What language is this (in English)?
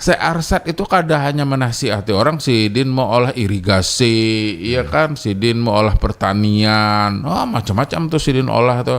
Banjar